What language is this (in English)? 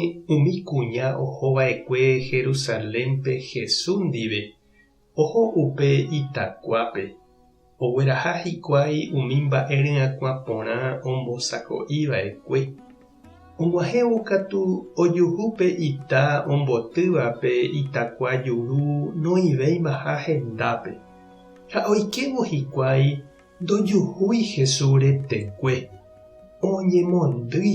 Guarani